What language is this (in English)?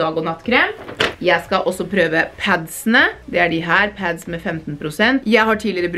Norwegian